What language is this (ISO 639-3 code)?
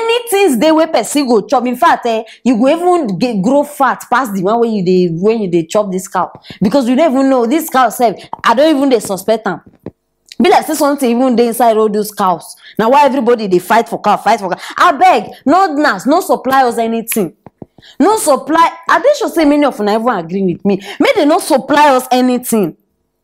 pcm